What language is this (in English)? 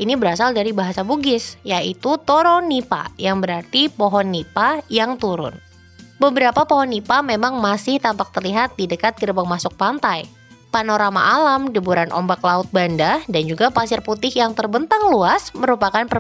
Indonesian